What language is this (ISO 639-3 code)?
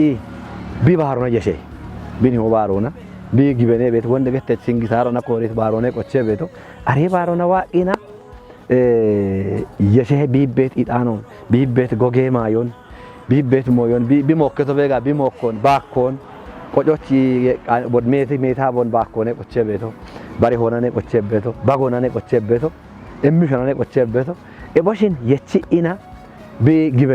kbr